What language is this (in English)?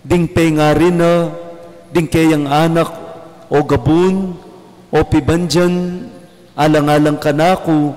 Pampanga